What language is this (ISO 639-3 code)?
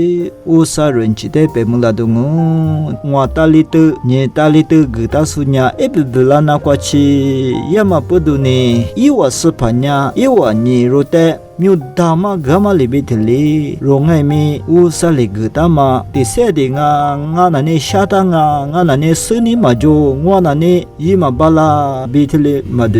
lis